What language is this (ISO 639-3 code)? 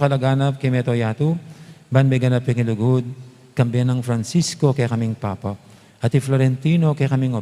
pam